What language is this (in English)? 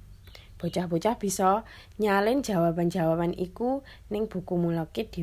Javanese